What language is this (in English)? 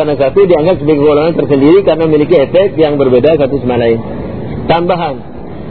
Indonesian